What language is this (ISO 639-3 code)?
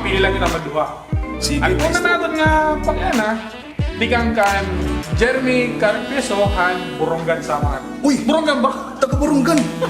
war